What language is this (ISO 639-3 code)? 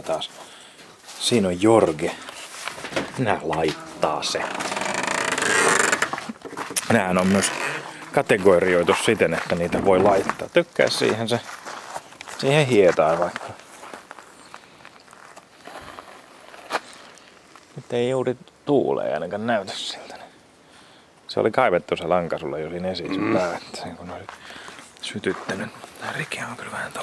fin